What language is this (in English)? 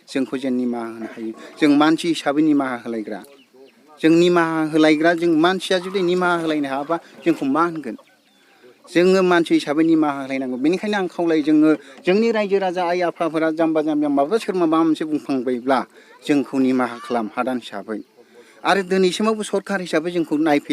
Bodo